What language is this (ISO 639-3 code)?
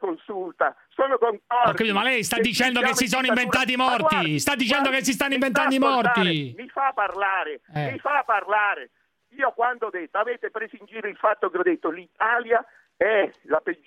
ita